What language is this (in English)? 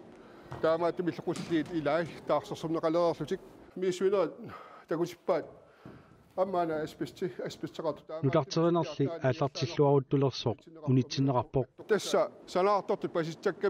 Kalaallisut